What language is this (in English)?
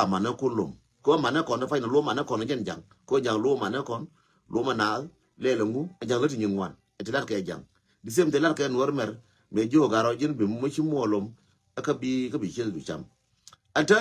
Nuer